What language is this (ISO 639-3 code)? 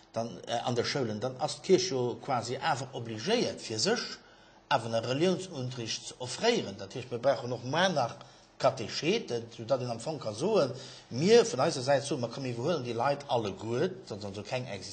ltz